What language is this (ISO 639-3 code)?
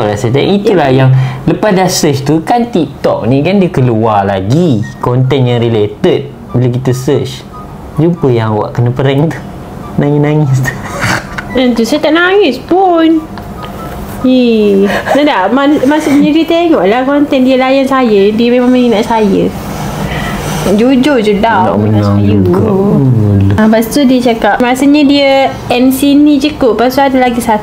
msa